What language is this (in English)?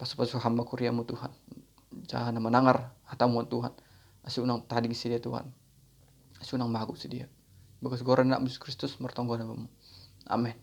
Batak Simalungun